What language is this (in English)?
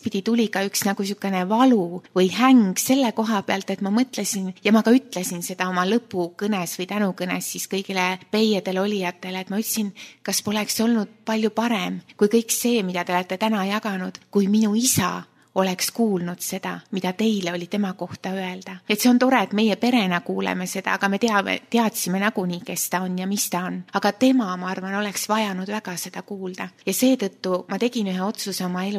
Estonian